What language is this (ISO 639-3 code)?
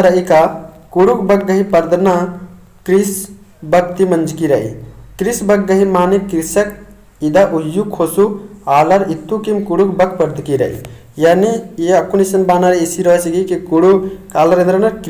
kru